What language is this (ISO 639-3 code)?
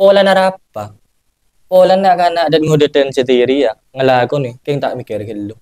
mad